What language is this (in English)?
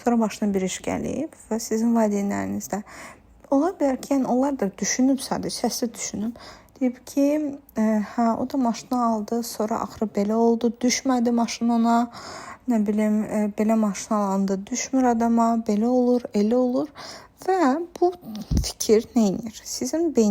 Azerbaijani